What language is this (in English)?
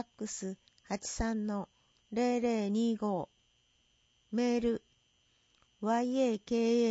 Japanese